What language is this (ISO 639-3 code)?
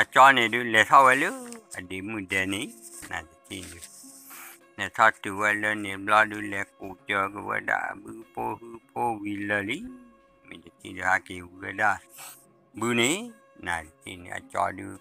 ksw